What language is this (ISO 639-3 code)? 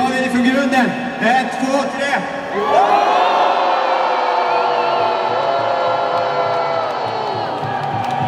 swe